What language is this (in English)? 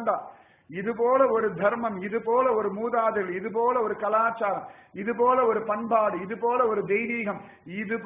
Tamil